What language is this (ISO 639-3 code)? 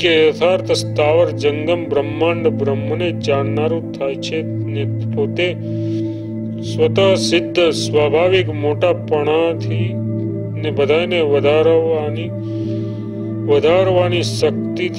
guj